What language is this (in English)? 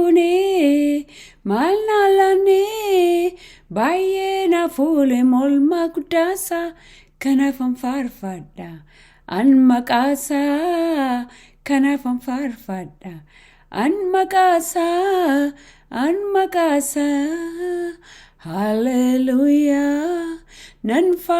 Oromo